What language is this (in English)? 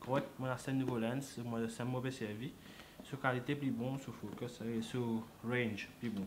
Morisyen